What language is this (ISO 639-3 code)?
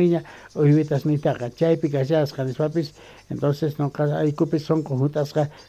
que